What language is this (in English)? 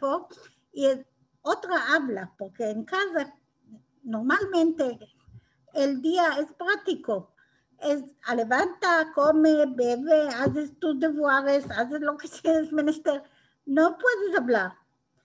Ladino